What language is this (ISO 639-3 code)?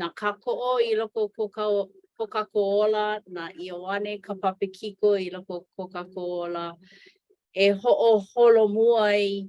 haw